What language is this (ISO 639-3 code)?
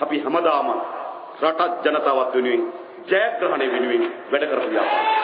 sin